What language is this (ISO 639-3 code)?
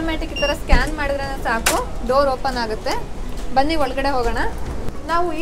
kan